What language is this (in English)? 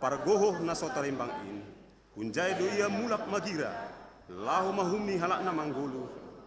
Batak Simalungun